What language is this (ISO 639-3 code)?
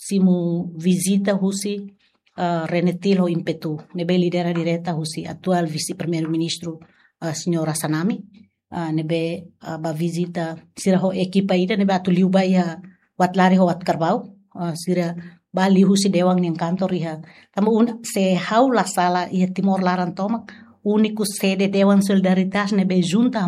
tet